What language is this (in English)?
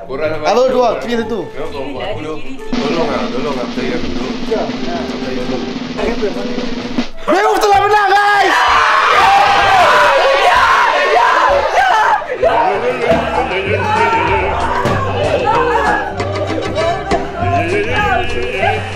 Malay